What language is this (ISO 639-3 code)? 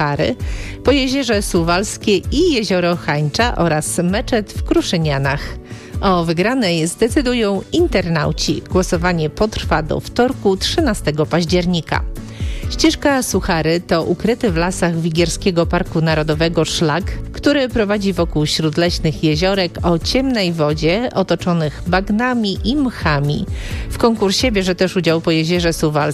pol